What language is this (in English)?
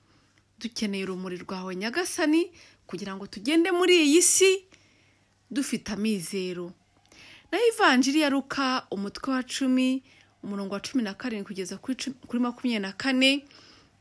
Kinyarwanda